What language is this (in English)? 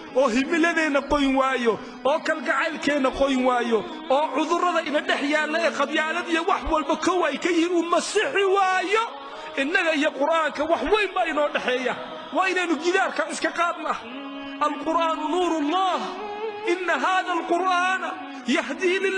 Somali